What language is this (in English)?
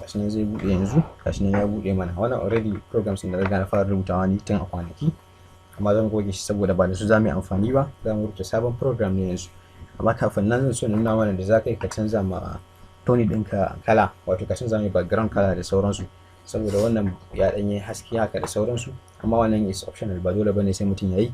Hausa